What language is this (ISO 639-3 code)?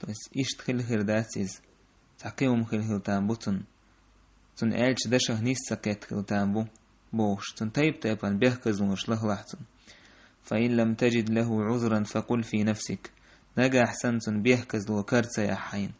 che